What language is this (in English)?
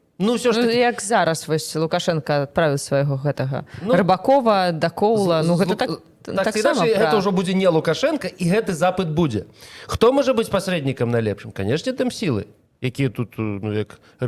Belarusian